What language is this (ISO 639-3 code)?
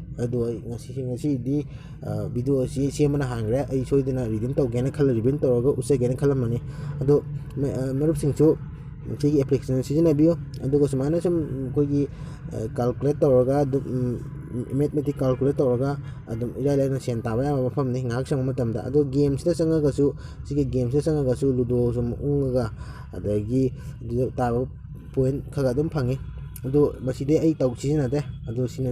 mni